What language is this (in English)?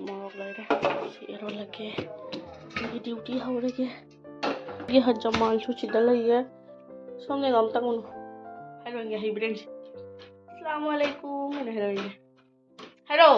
Manipuri